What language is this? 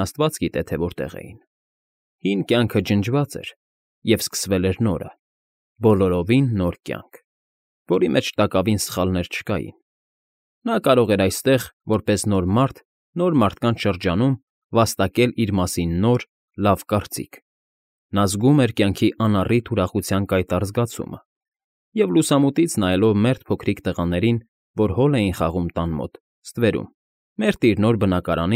Armenian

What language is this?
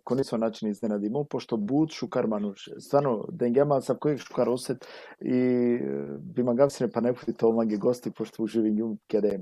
Balkan Romani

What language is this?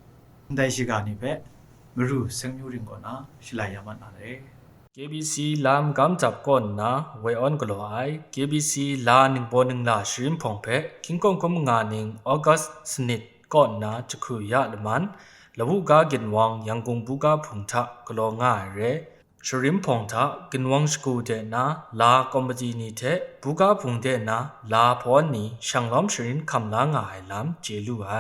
Kachin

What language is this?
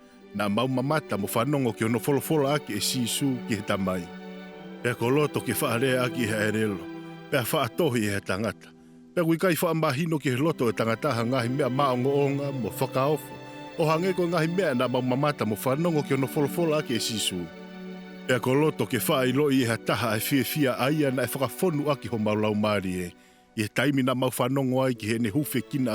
Tongan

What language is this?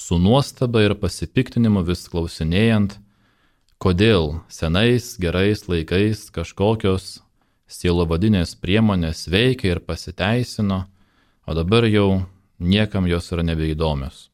Lithuanian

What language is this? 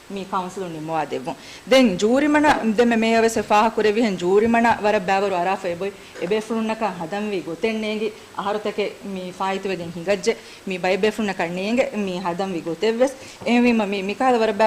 Divehi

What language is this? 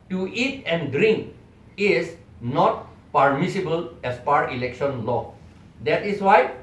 Karbi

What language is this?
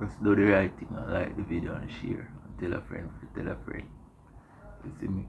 Jamaican Creole English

